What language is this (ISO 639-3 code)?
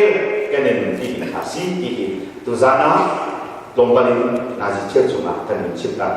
cnh